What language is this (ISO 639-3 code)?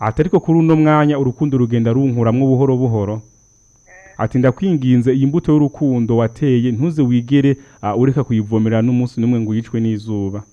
run